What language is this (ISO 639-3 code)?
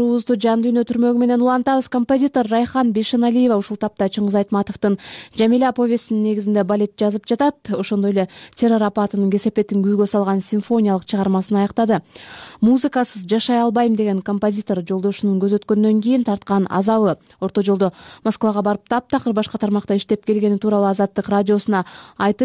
kir